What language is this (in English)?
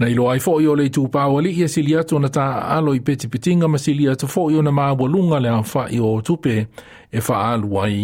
Samoan